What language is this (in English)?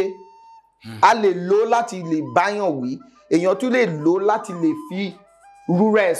Yoruba